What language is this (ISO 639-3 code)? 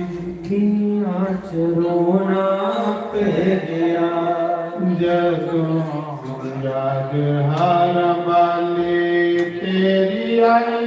doi